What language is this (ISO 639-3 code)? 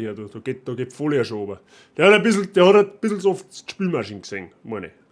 bar